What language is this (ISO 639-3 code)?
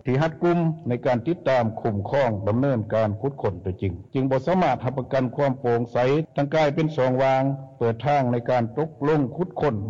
lao